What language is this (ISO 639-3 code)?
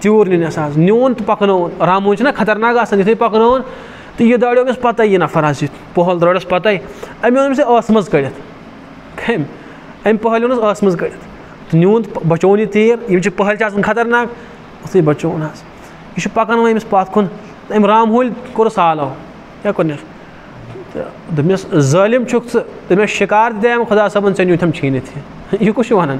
kas